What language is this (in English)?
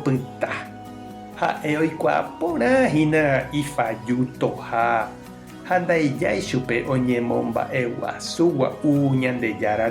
Guarani